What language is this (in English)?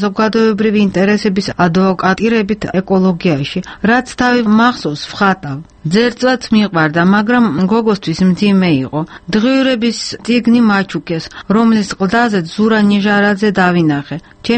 Georgian